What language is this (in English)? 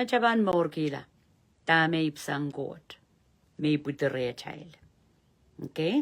Pohnpeian